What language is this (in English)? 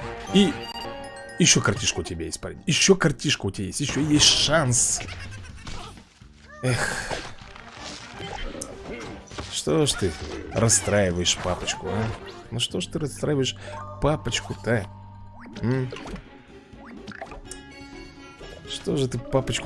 Russian